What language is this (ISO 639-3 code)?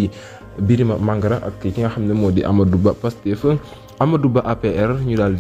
wol